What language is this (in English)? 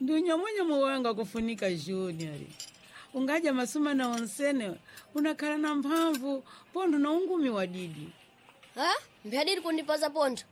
Sena